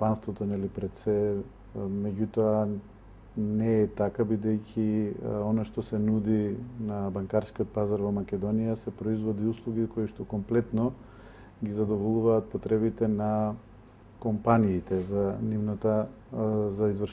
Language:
Macedonian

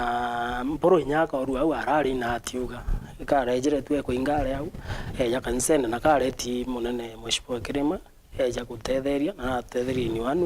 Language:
Meru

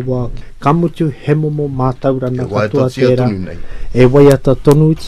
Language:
Māori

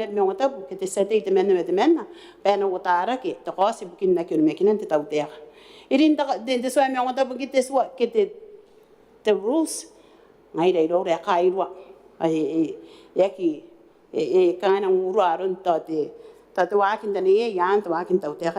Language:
Gilbertese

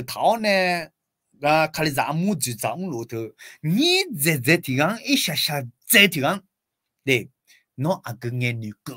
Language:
Akha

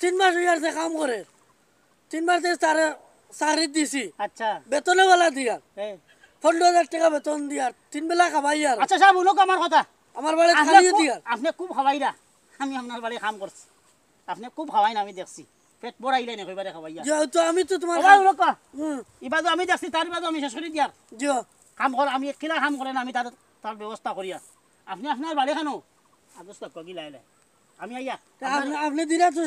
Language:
Sylheti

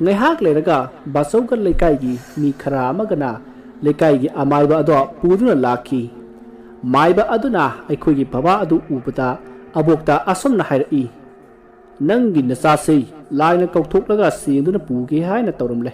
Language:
Manipuri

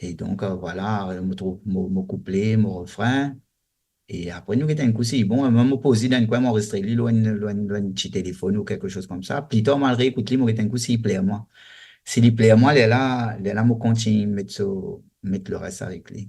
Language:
Morisyen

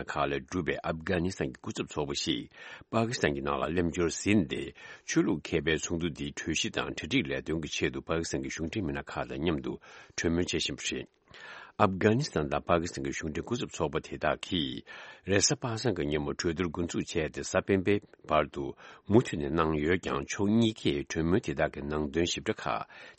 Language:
Tibetan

